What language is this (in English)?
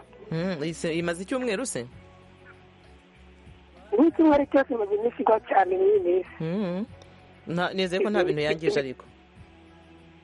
Kinyarwanda